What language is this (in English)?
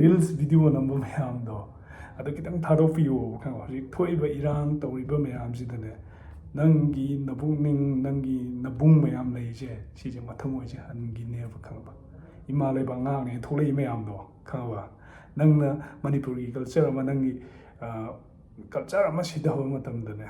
Manipuri